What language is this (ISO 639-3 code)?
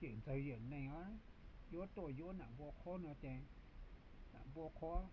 hmn